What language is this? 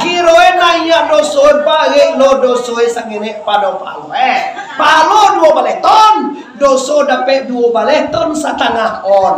Minangkabau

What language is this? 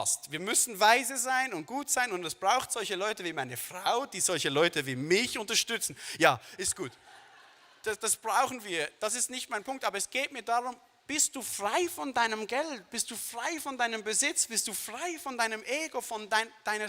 Swiss German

